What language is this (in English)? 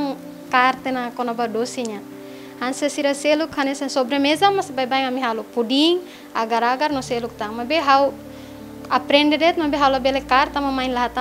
Tetum